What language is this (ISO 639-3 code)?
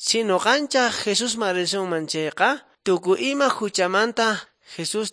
que